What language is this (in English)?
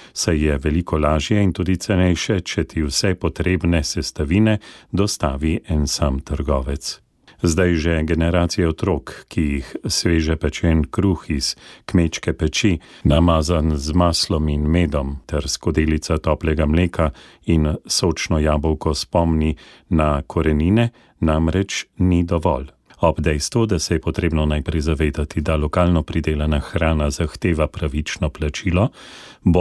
Slovenian